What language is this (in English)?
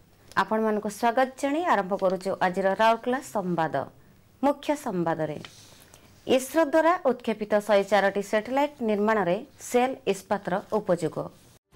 Odia